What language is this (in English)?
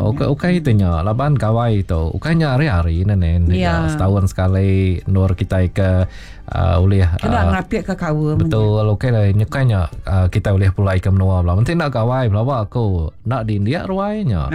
Iban